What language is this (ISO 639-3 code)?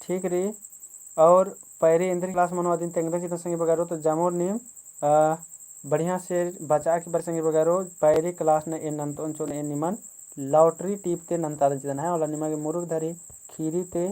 kru